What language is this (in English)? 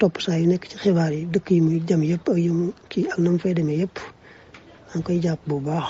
Wolof